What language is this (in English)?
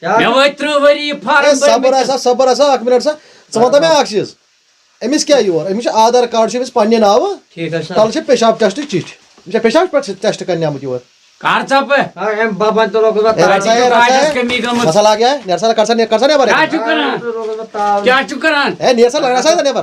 Kashmiri